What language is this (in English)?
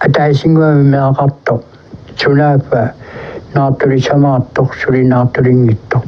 Kalaallisut